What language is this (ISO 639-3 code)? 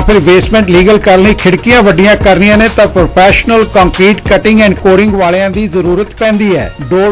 pan